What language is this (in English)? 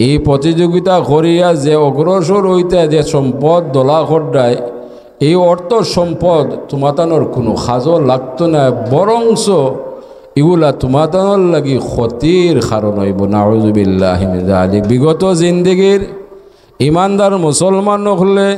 Sylheti